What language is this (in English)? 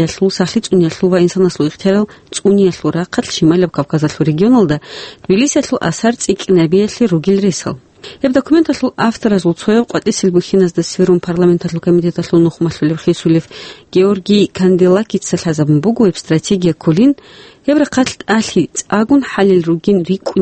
Avaric